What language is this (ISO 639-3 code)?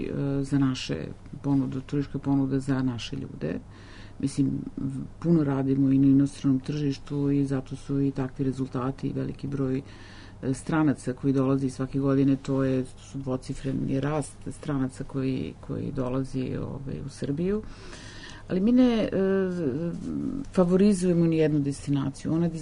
srp